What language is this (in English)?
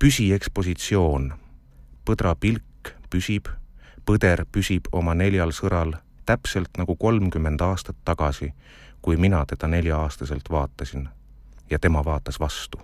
Estonian